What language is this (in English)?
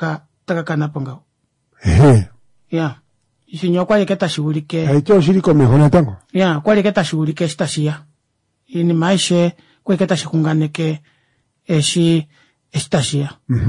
Kuanyama